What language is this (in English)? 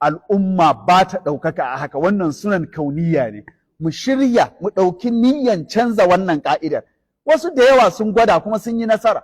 Hausa